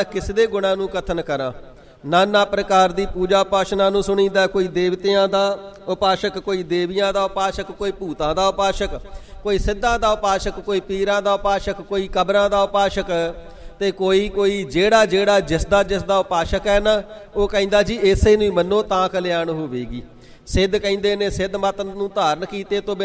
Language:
Punjabi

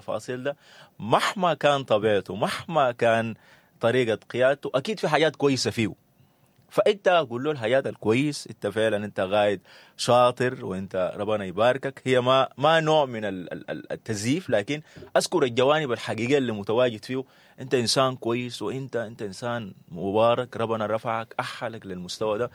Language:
Sudanese Arabic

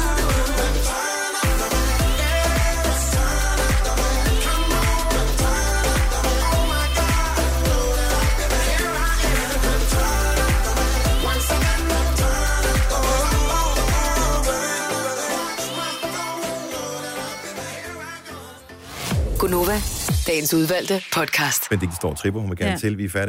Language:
Danish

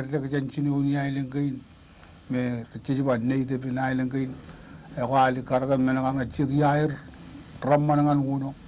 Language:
Marshallese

